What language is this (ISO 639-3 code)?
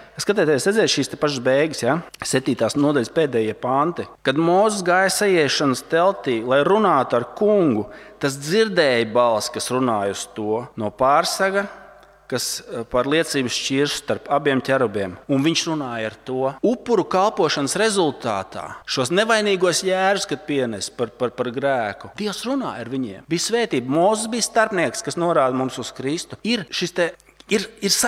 lav